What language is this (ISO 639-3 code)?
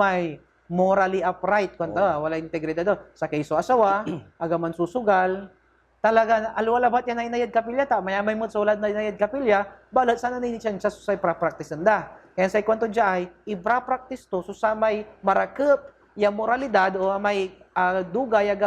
pag